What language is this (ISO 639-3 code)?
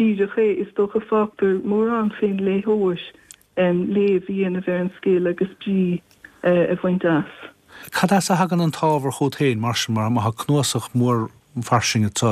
gle